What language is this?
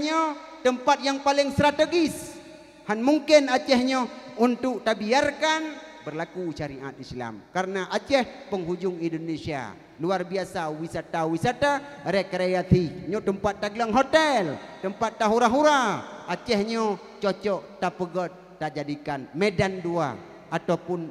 Achinese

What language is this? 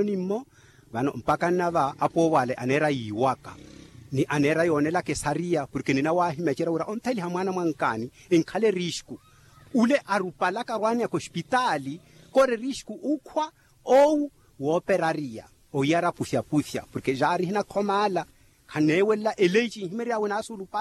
Makhuwa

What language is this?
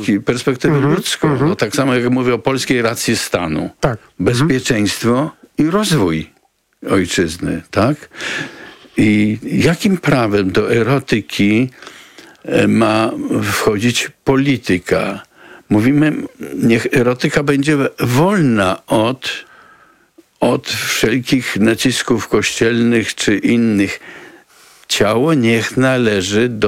Polish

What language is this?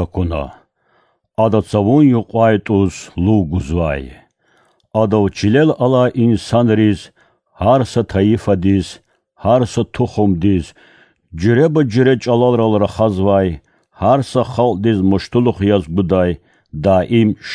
Lezghian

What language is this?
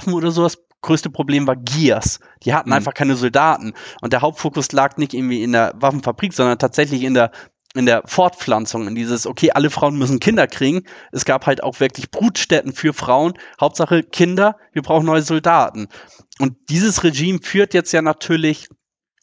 German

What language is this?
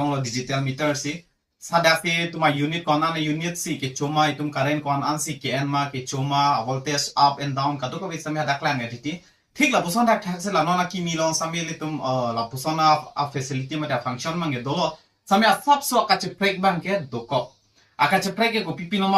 Karbi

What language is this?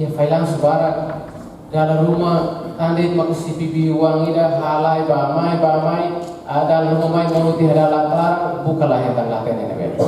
Tetum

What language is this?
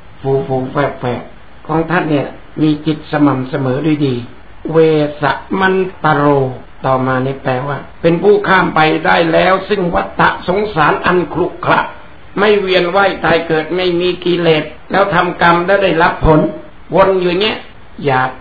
Thai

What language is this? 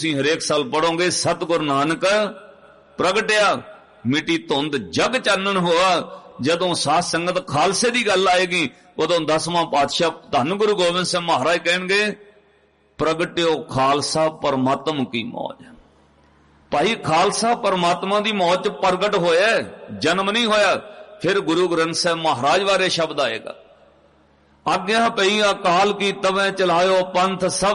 Punjabi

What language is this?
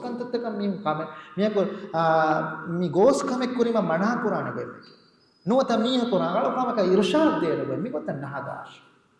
Divehi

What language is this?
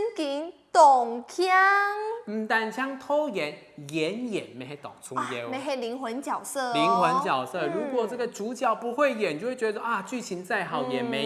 Hakka Chinese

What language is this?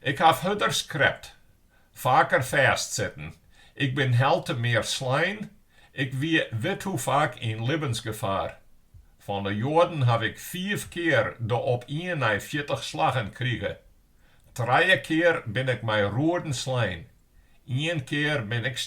Western Frisian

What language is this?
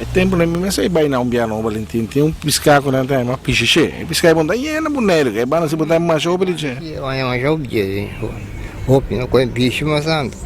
Papiamento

